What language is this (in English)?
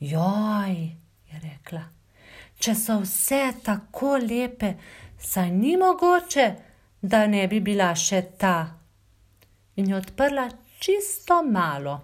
Slovenian